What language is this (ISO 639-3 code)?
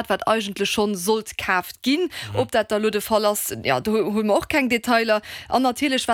ltz